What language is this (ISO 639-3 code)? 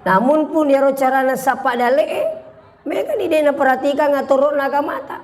bug